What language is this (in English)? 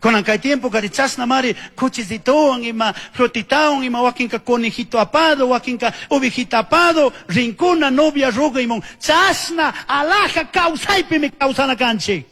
Chimborazo Highland Quichua